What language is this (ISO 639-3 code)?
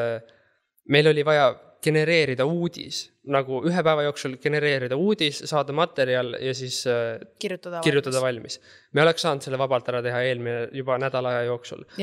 est